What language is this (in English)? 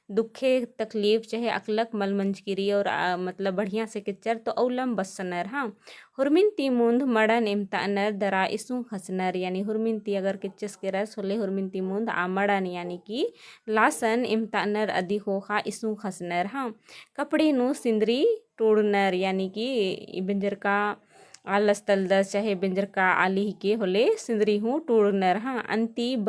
Kurukh